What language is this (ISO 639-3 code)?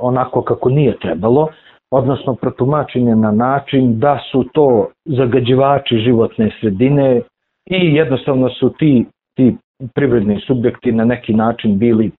srp